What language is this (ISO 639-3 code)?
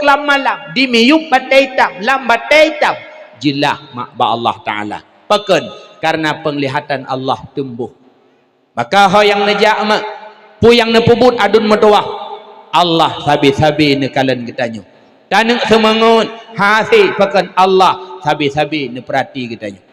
ace